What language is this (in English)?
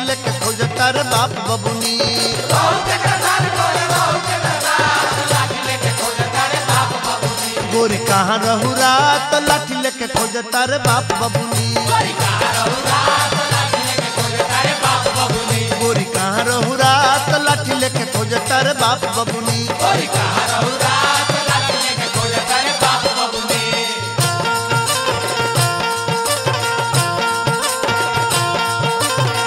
Bhojpuri